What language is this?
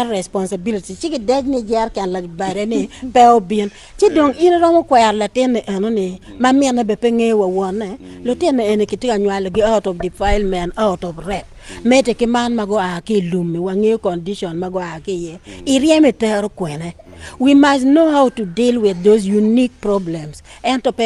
Acoli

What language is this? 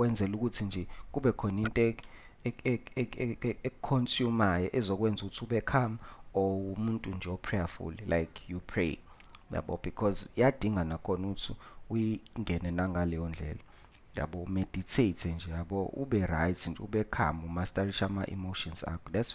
Zulu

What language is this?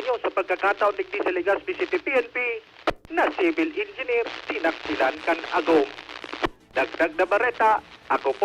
Bikol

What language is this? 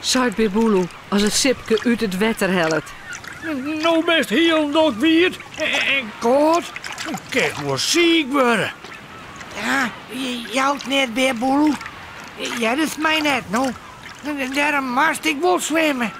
Western Frisian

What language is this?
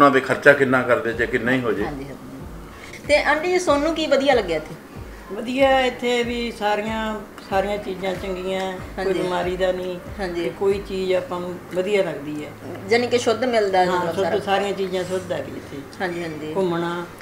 Punjabi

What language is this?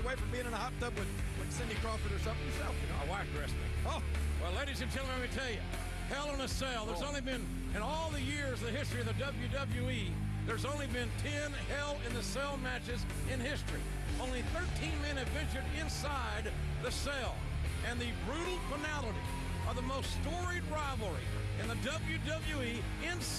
English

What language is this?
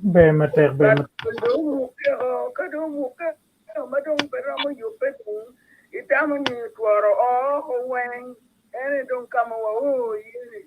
Acoli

